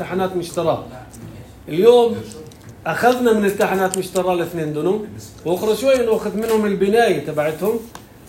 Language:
North Levantine Arabic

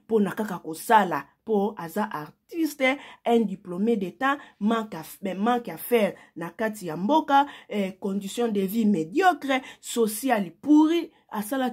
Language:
Lingala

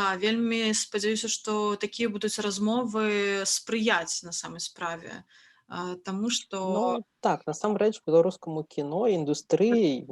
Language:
Belarusian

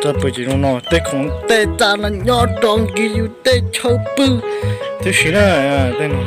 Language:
Hmong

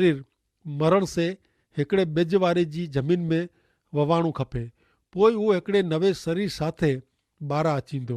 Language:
Kachhi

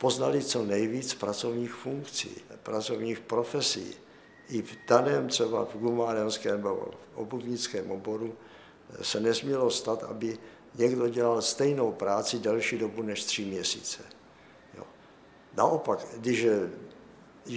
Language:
Czech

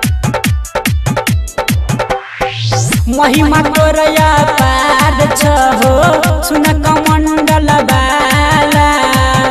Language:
Maithili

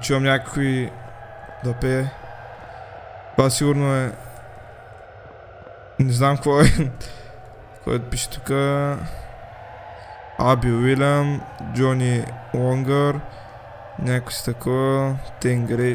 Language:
Bulgarian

